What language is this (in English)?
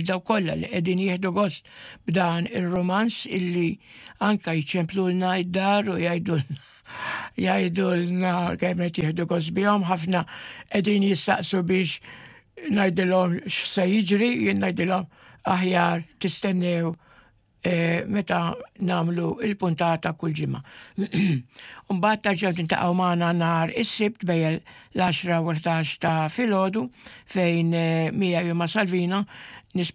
Maltese